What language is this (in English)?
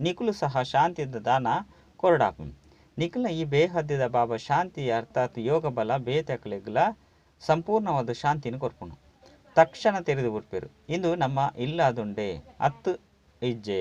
Tulu